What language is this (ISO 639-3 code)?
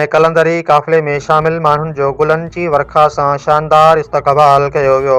snd